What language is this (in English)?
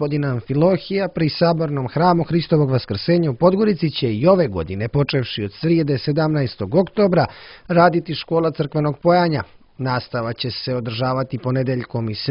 Serbian